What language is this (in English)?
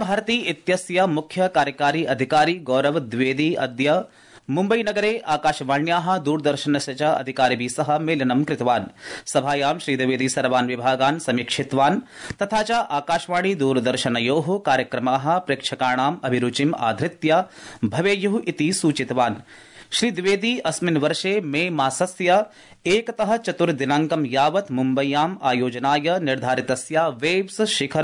Sanskrit